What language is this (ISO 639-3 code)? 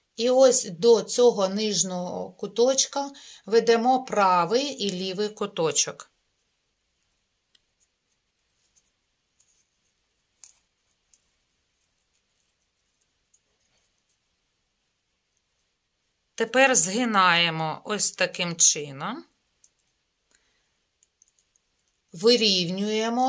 ukr